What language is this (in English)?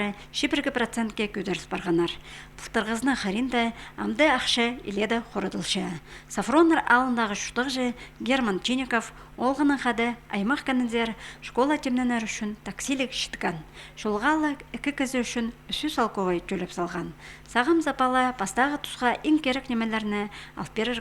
Khakas